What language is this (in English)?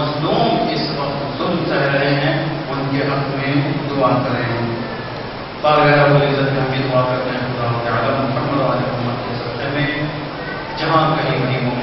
Urdu